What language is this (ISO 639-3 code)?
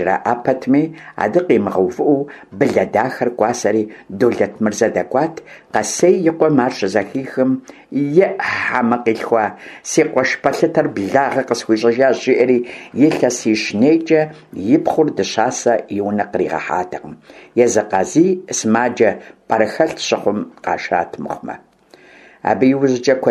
kbd